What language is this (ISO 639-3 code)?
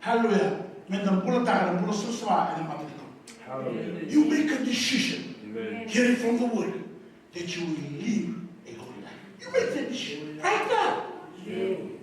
fij